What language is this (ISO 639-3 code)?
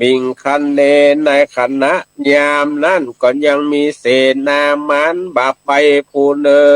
nod